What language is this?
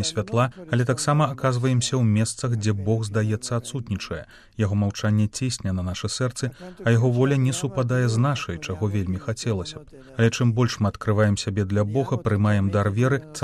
Belarusian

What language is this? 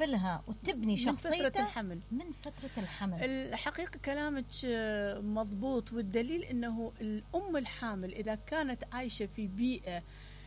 Mesopotamian Arabic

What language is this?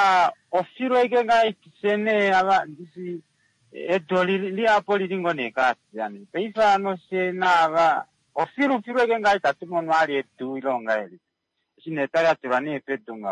Kuanyama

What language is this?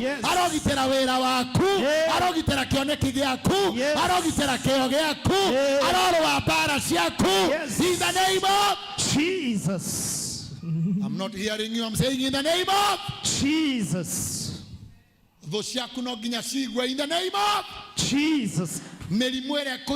Kikuyu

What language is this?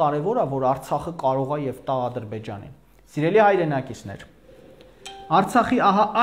Armenian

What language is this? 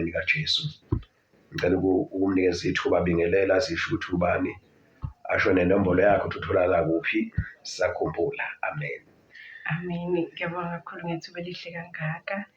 Zulu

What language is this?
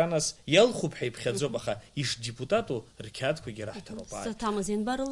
Abkhazian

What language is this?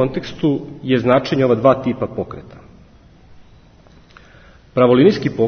Serbian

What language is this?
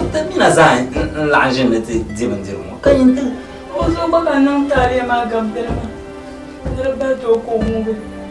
Dagbani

